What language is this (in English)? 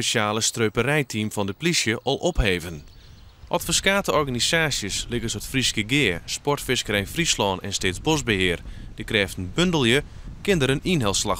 Western Frisian